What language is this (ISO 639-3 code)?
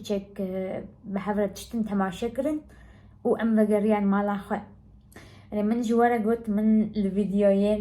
kur